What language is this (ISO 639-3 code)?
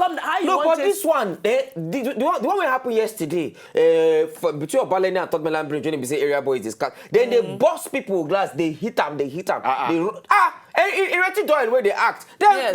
pcm